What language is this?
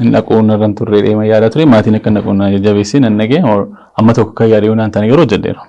Oromo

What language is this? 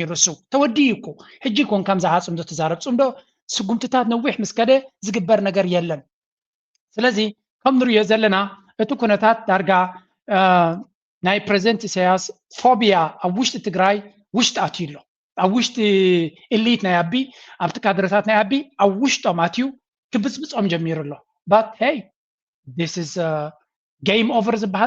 Tigrinya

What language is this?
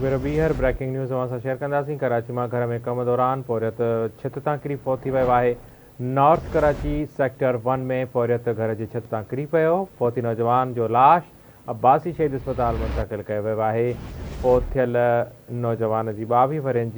Sindhi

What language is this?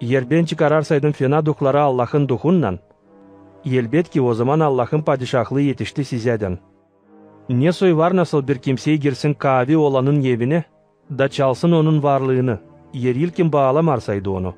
Gagauz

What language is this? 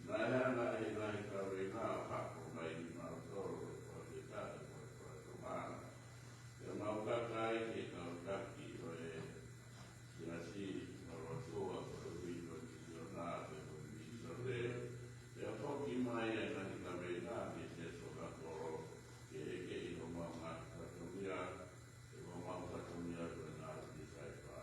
Tongan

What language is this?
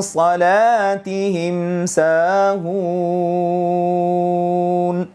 Divehi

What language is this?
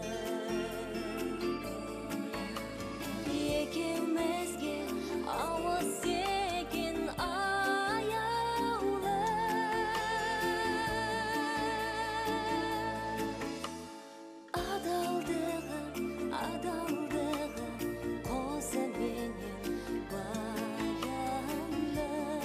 Kazakh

